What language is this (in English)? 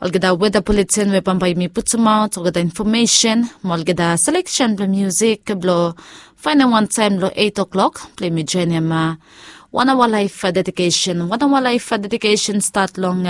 Bislama